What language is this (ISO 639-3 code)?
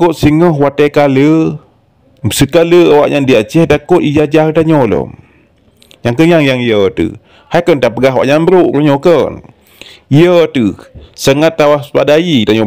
ace